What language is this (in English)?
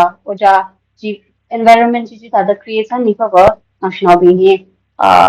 Tangkhul Naga (India)